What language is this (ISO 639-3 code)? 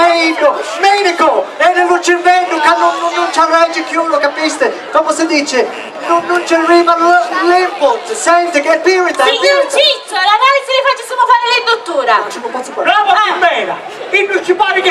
scn